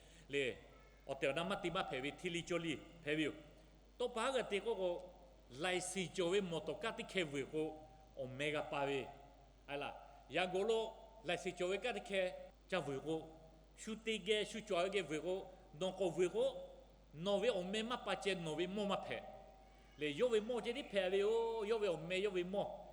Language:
Lahu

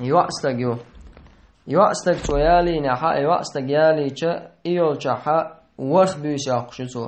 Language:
Chechen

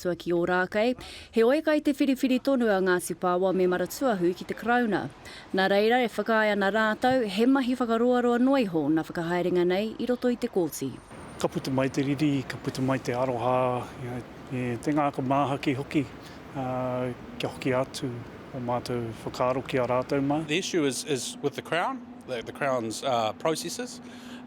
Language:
Māori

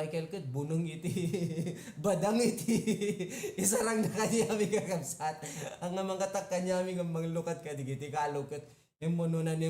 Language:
Iloko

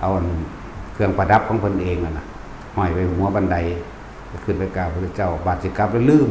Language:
Northeastern Thai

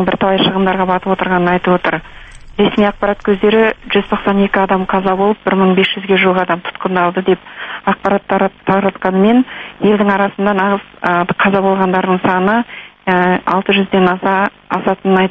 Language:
Kazakh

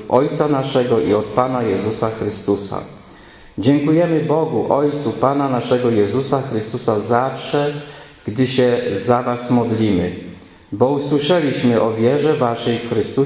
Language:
Polish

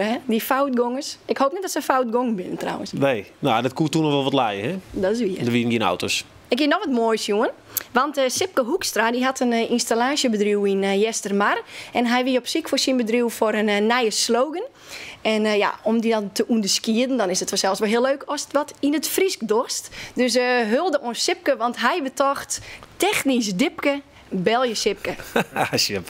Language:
Western Frisian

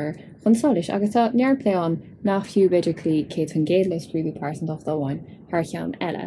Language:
Irish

